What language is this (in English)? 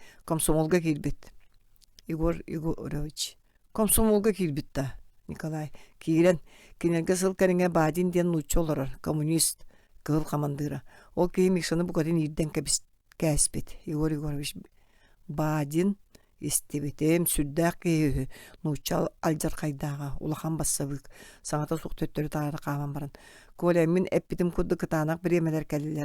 Yakut